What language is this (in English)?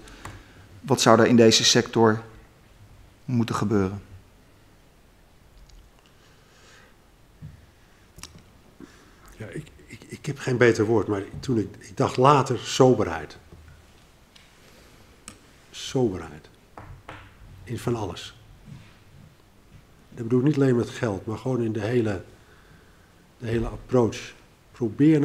Dutch